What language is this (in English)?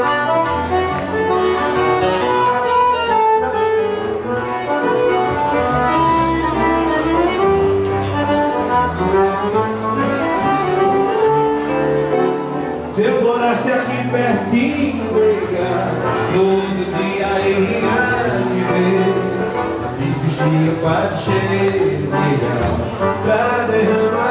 Portuguese